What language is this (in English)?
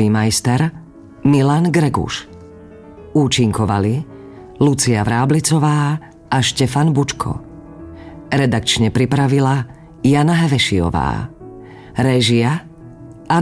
Slovak